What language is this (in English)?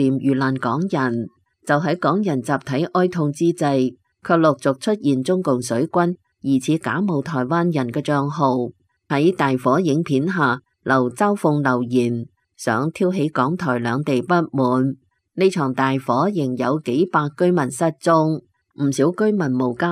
Cantonese